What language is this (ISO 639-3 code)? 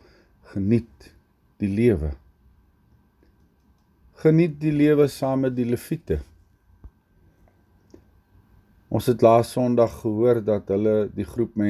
afr